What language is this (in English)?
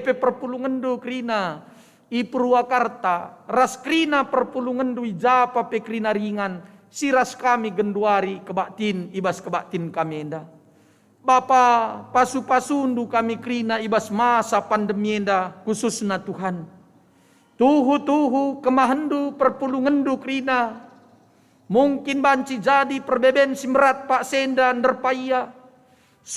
Batak Karo